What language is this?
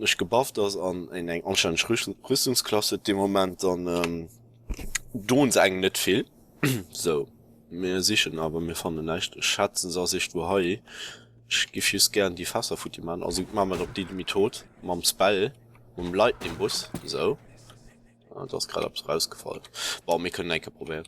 Luxembourgish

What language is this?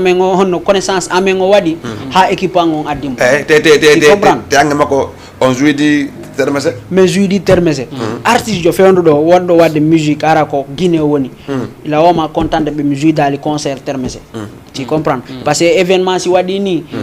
Fula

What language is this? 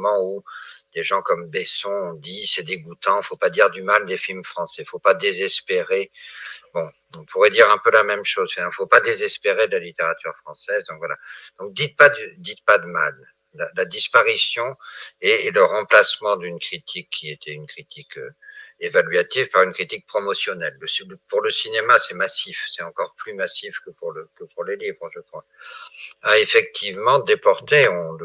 French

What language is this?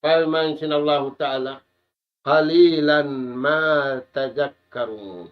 Tausug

